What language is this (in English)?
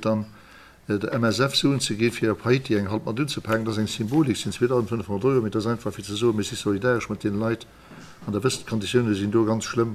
Luxembourgish